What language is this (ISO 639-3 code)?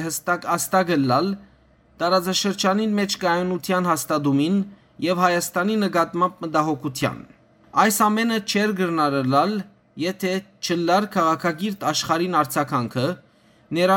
hyw